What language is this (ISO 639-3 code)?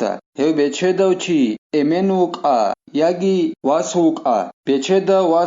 ava